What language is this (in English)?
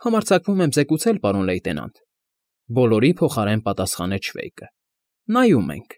Armenian